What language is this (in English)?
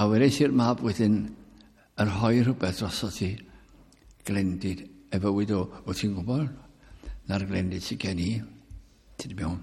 Welsh